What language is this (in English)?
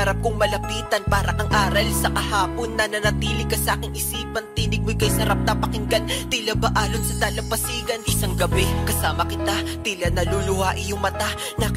Filipino